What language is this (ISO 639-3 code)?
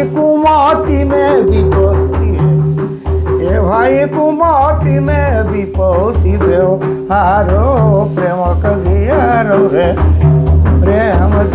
sck